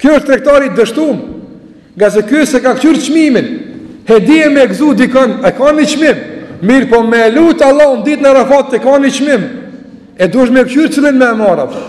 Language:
Albanian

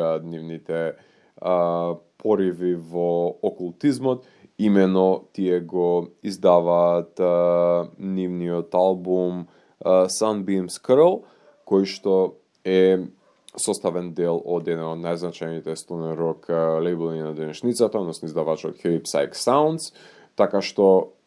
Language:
Macedonian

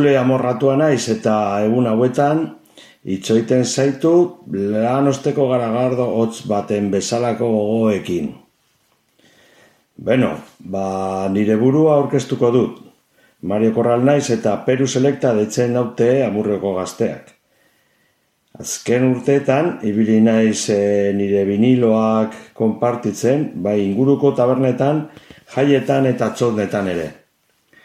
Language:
Basque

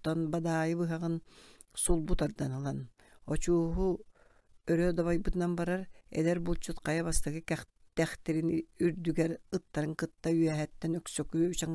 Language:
Yakut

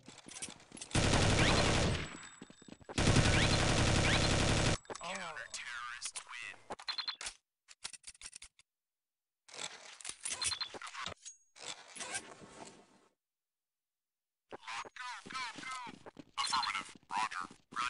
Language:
English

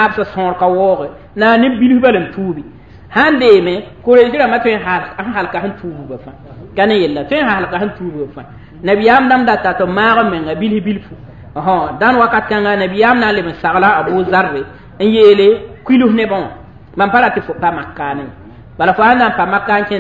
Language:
Mossi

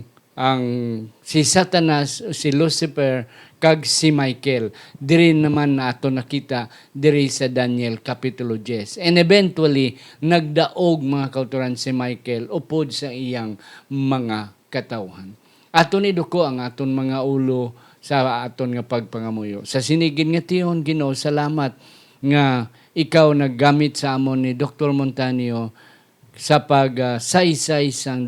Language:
Hiligaynon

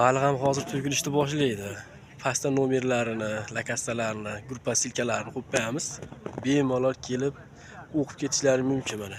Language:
Uzbek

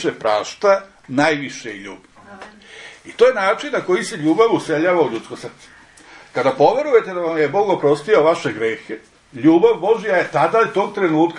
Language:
Serbian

